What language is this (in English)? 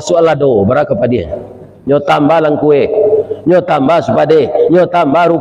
Minangkabau